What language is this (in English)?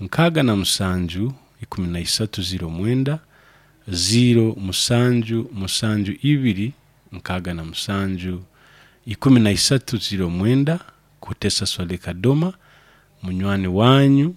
Nyoro